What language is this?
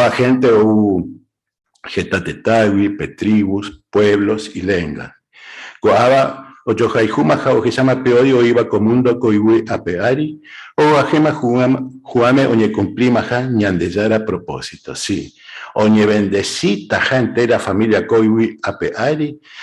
Guarani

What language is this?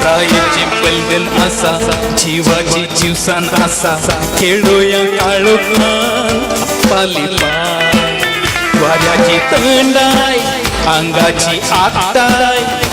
Konkani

